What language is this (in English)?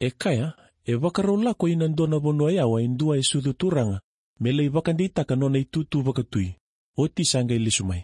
Fijian